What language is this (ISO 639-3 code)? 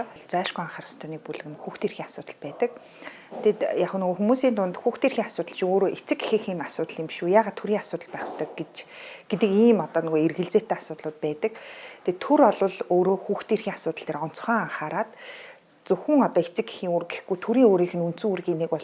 mon